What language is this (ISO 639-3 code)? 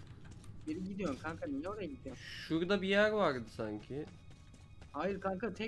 tur